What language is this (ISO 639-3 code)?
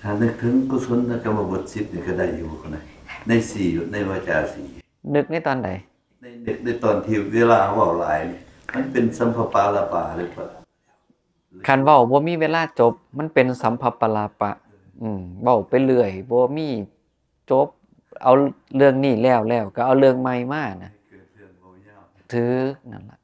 tts